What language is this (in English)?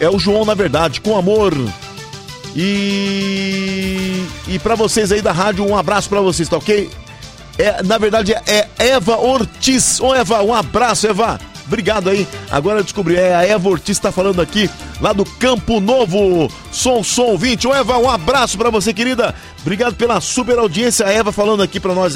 Portuguese